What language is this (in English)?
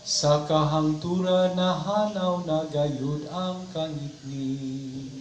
Cebuano